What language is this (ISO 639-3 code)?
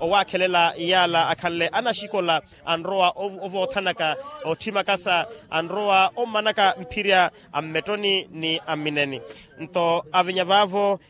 vmw